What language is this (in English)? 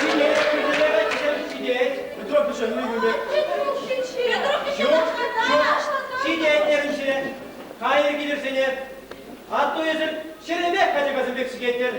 Chuvash